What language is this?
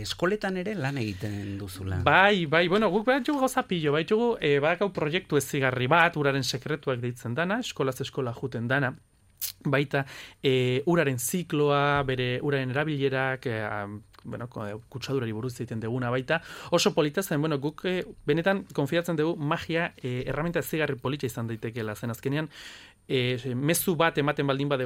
Basque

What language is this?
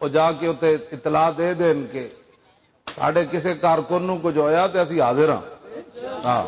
Western Panjabi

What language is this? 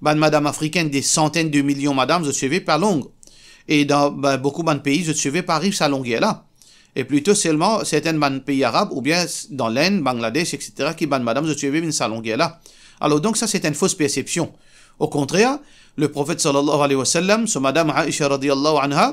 Morisyen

